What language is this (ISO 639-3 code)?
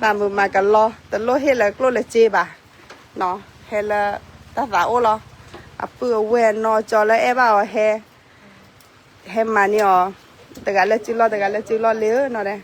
ksw